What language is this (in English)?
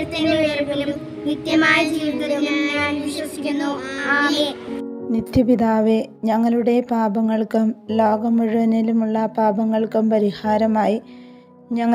Malayalam